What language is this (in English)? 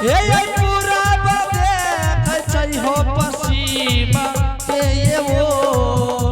Angika